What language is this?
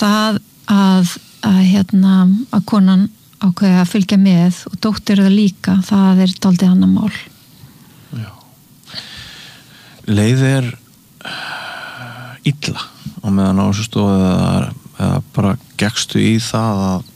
Icelandic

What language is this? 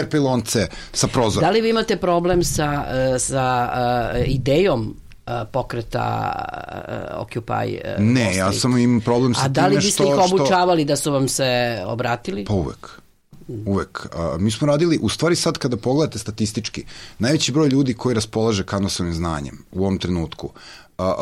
Serbian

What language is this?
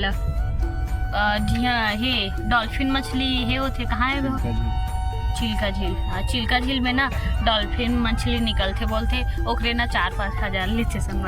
Chhattisgarhi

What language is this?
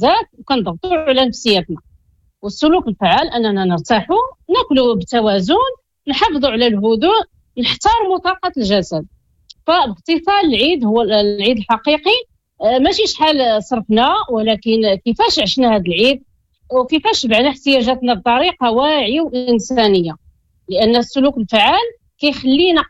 Moroccan Arabic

